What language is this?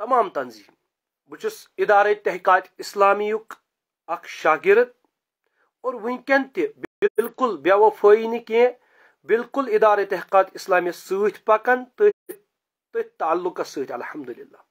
Kashmiri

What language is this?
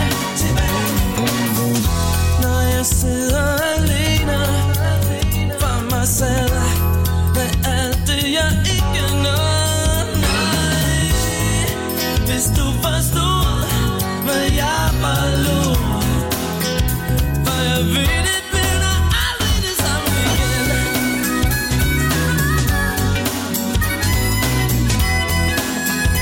Danish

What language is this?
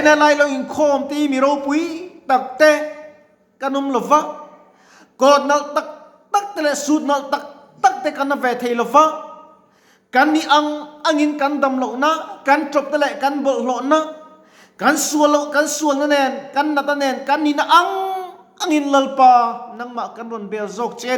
Mizo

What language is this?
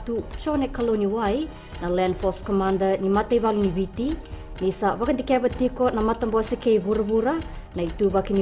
Fijian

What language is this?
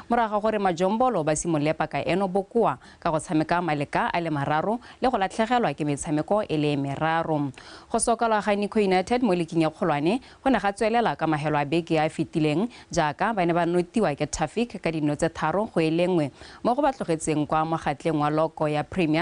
Tswana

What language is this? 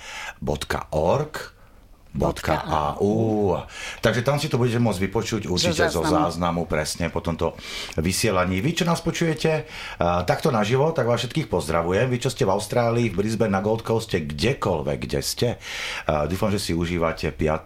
Slovak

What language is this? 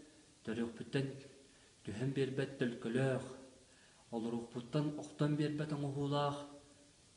Yakut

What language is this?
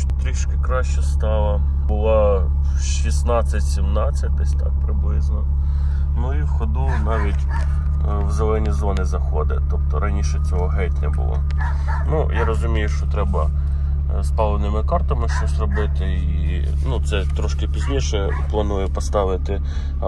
Ukrainian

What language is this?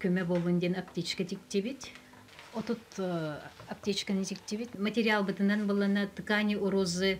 Yakut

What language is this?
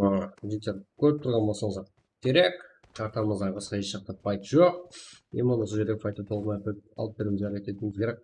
Kara-Kalpak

